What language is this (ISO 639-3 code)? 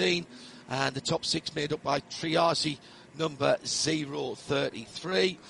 eng